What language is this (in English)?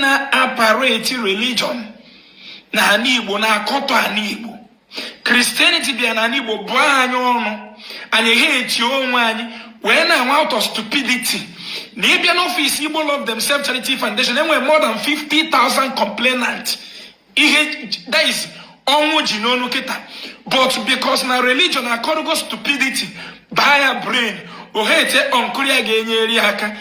Igbo